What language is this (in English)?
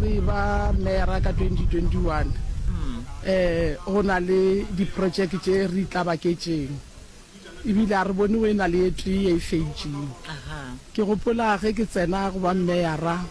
Northern Sotho